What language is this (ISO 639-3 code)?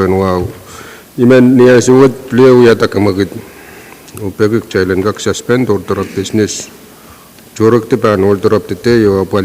pon